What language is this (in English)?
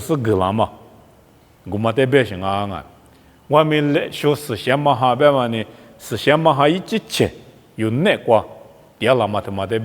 Lisu